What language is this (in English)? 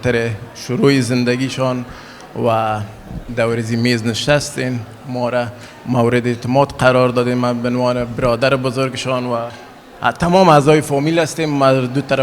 Kurdish